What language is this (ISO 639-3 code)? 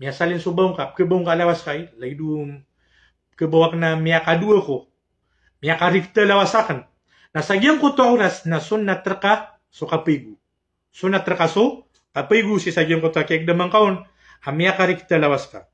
mrw